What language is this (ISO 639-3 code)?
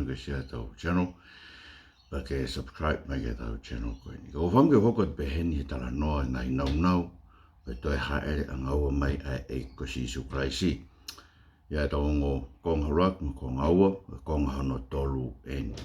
ton